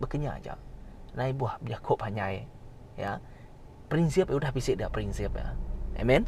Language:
Iban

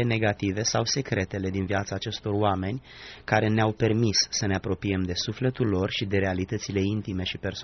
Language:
Romanian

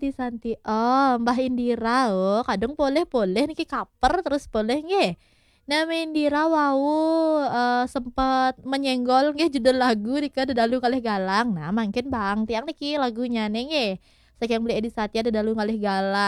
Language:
Balinese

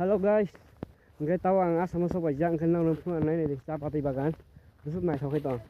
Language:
Kok Borok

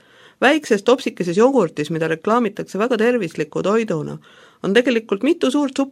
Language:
Estonian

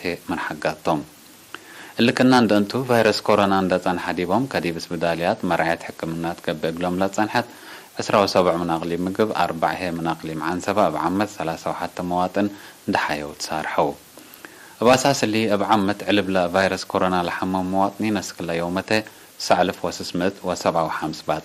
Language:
Tigre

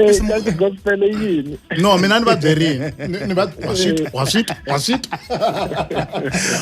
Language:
Tsonga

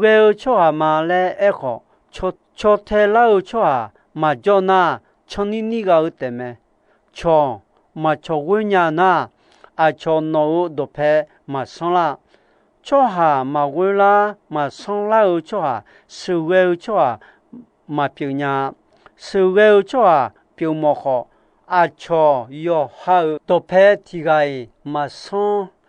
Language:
Akha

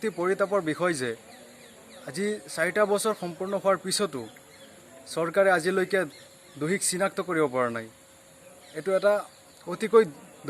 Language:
Assamese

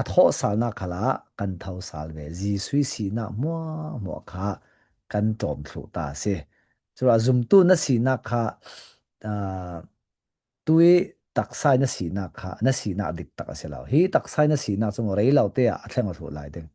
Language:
Falam Chin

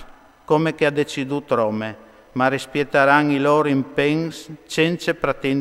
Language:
Friulian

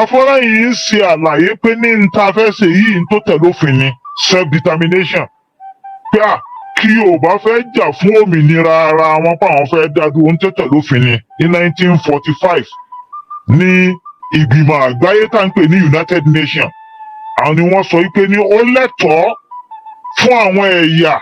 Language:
Yoruba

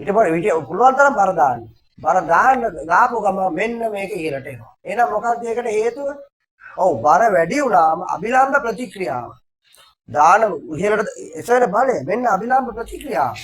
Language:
Sinhala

